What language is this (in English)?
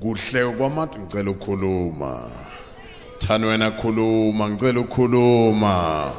Zulu